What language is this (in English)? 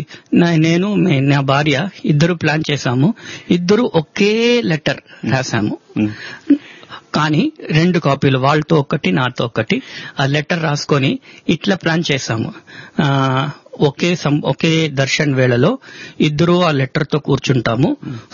Telugu